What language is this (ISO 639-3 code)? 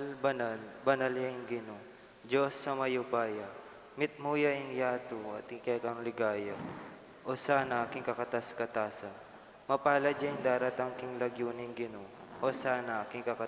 pam